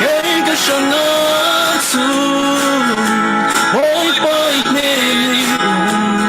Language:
Falam Chin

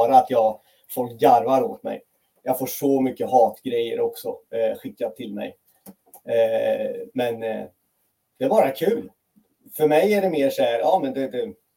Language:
Swedish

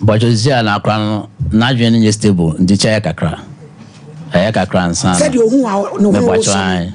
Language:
Akan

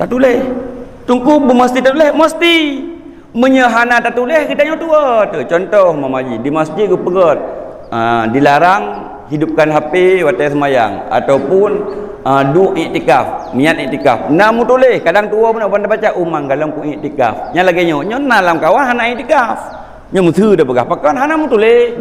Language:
Achinese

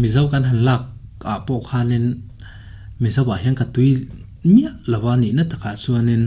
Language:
Mizo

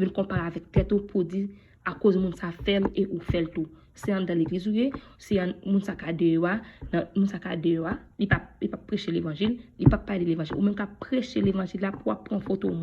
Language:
Haitian Creole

